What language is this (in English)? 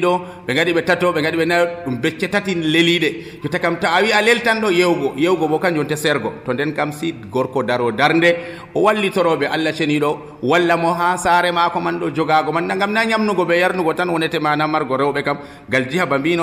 Nigerian Fulfulde